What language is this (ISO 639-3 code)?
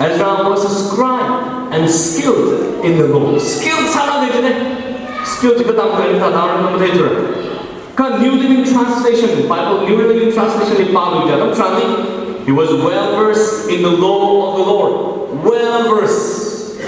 nmf